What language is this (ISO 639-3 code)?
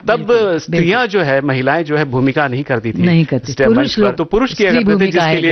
hin